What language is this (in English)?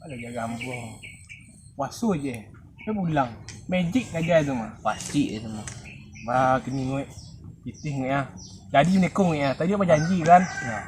Minangkabau